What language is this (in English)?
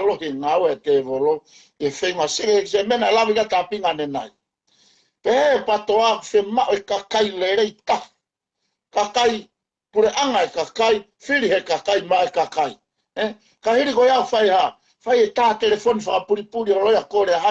Tongan